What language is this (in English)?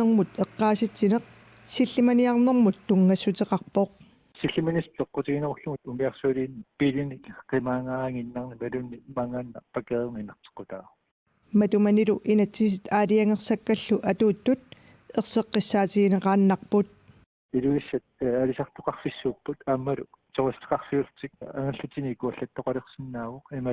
Kalaallisut